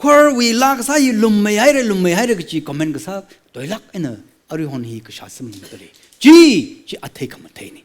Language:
Tangkhul Naga (India)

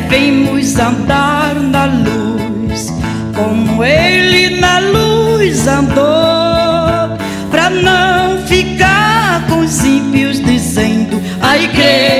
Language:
Portuguese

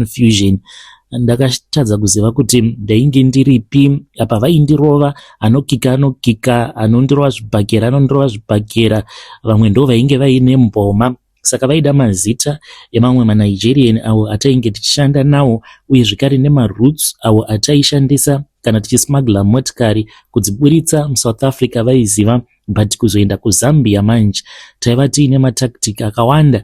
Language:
Shona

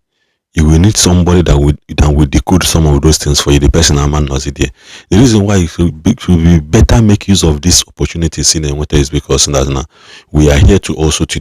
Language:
Igbo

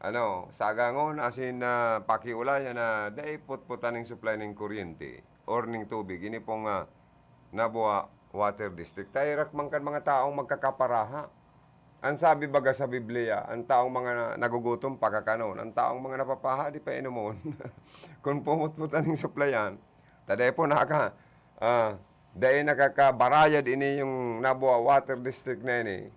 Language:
Bikol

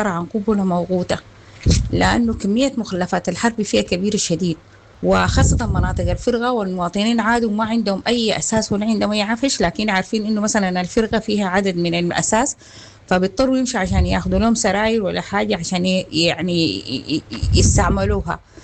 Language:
Sudanese Arabic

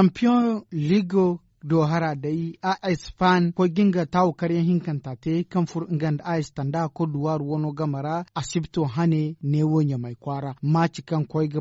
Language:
Zarma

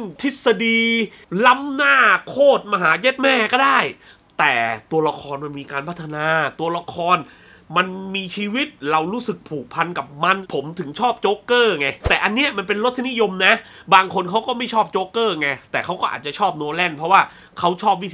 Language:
Thai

